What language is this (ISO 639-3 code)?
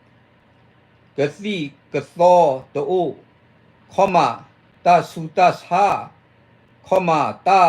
ksw